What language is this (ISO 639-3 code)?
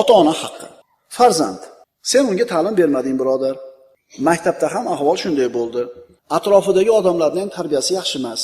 uzb